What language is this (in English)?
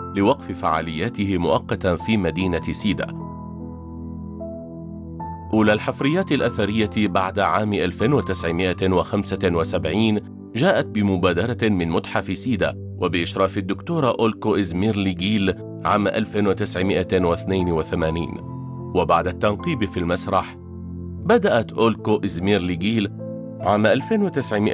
Arabic